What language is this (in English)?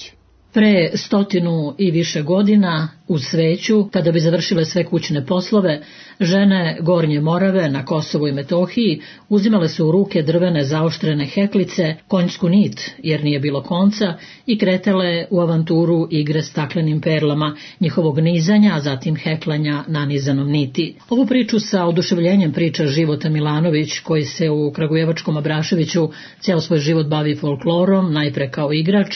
Serbian